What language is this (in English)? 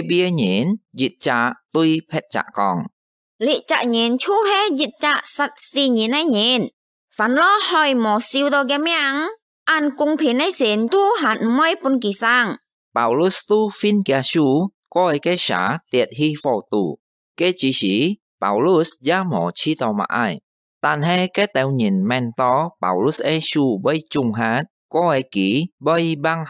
Hakka Chinese